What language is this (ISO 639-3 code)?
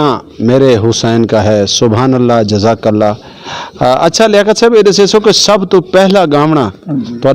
lah